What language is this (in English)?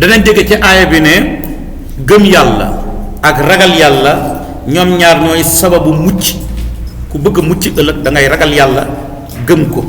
Wolof